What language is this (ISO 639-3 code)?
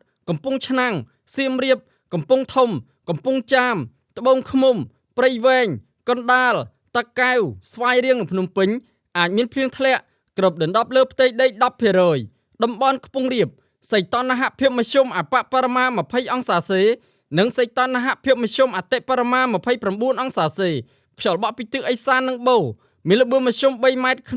khm